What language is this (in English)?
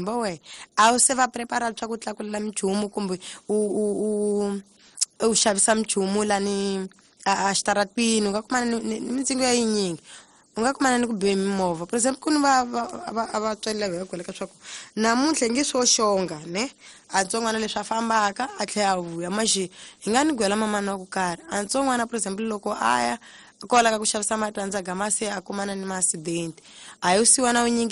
Tsonga